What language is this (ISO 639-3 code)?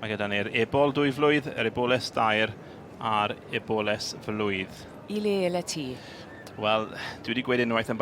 cym